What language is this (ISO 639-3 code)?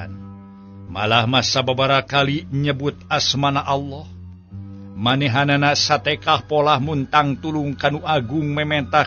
sun